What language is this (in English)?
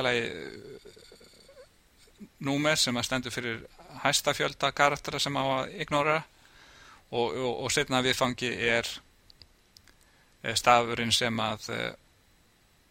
Icelandic